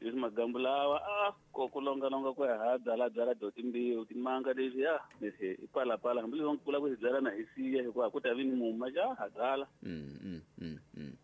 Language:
Tsonga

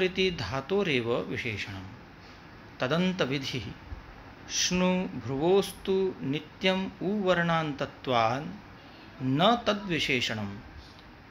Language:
Sanskrit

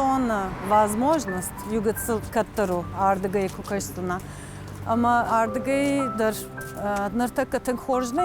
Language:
Ossetic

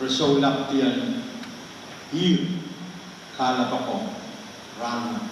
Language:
Pohnpeian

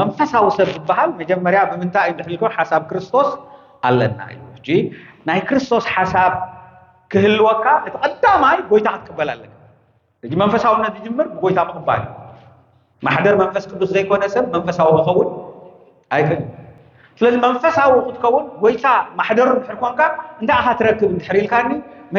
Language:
Tigrinya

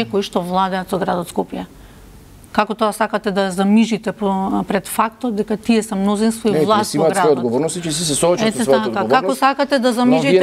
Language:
Macedonian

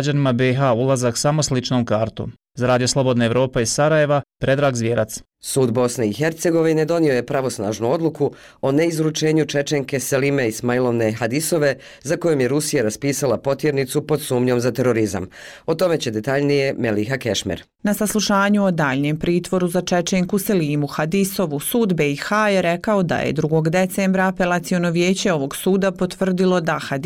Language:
Bosnian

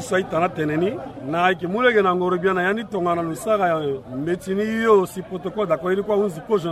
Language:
Sango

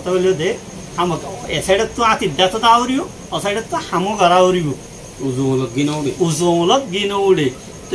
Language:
Rohingya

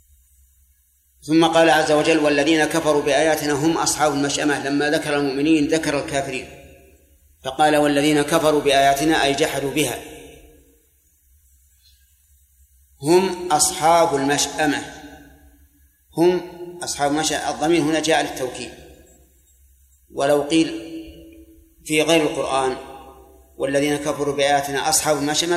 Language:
Arabic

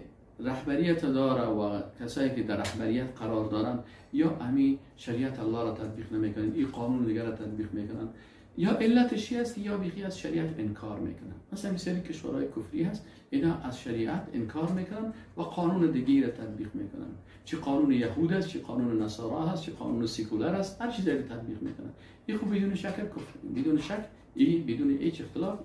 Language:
Persian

